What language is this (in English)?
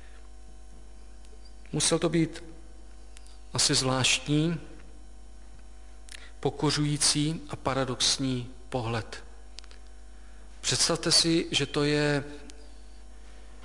Czech